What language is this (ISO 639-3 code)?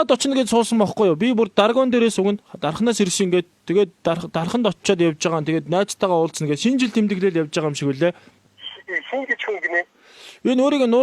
mon